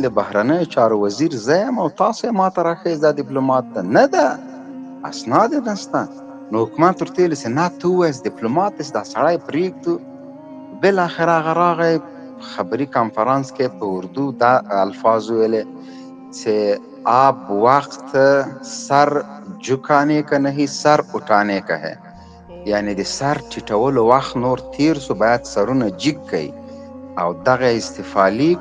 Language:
Pashto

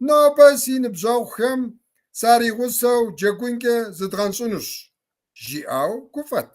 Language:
Kabardian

